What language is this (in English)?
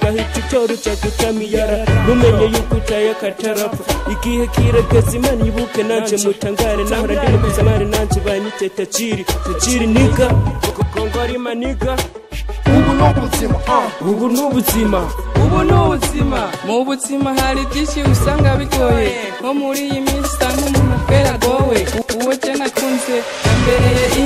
Kinyarwanda